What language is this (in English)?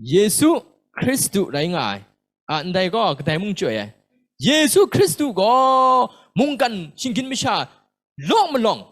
Kachin